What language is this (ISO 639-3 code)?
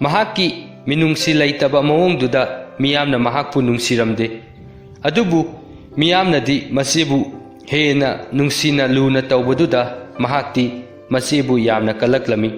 mni